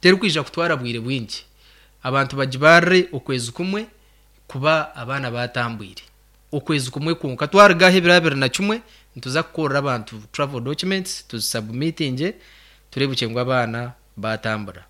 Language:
Nyankole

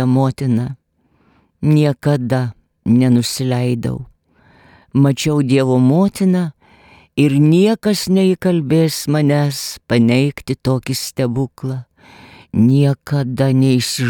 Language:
Lithuanian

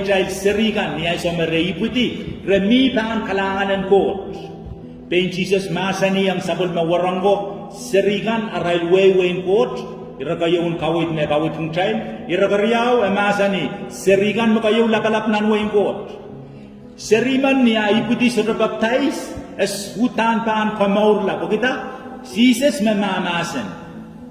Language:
Pohnpeian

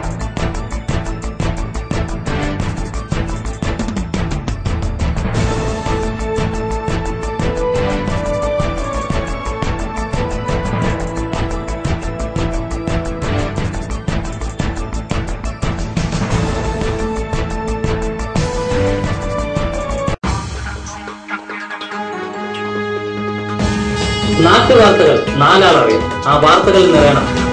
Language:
Malayalam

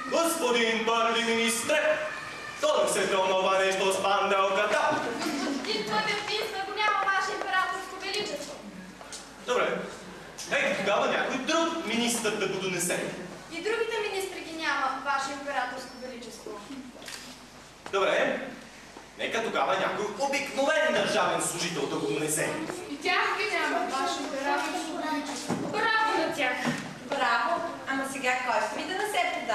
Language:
Bulgarian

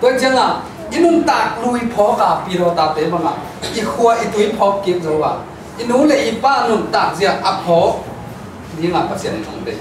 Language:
Tedim Chin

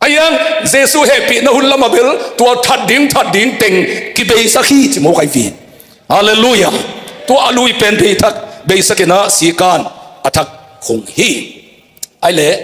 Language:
Tedim Chin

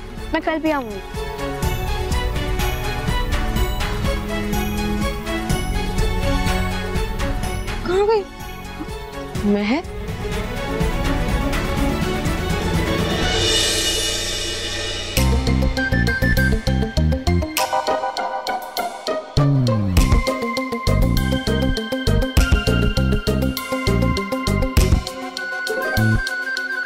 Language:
Hindi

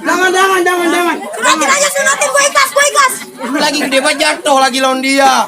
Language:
Betawi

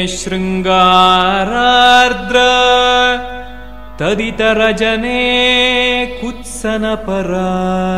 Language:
Kannada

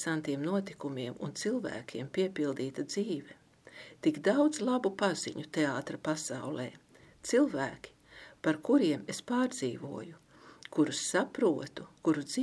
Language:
Latvian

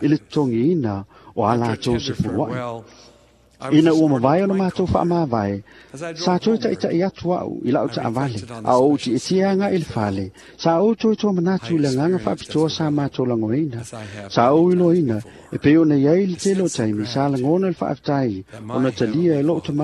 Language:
Samoan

